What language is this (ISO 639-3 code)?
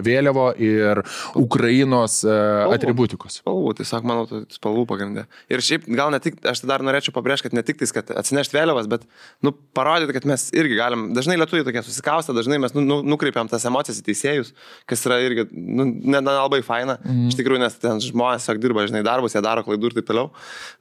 lit